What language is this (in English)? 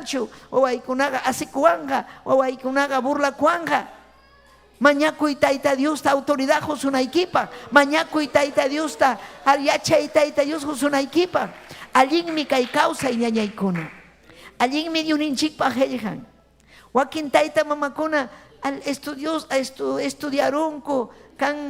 Ayacucho Quechua